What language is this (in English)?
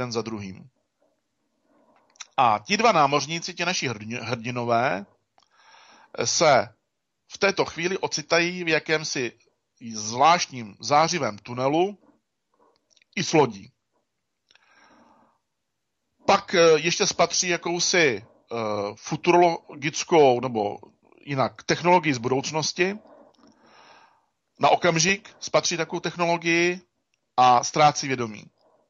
Czech